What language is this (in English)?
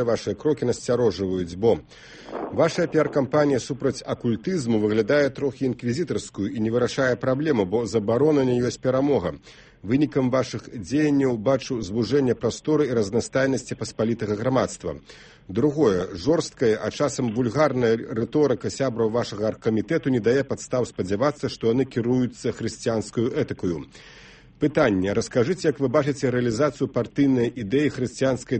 Belarusian